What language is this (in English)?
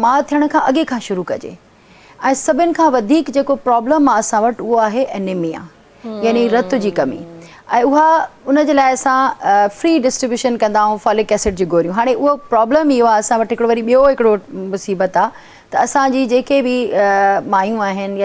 Sindhi